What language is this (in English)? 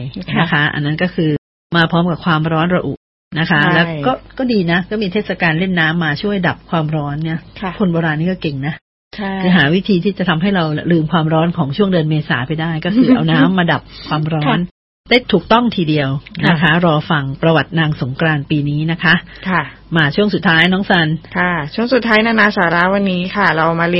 Thai